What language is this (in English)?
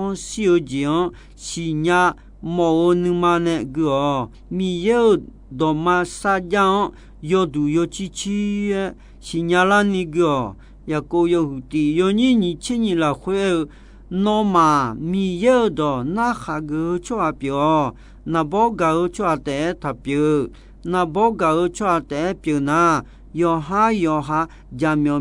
Akha